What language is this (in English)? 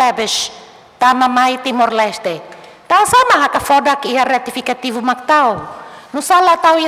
Tetum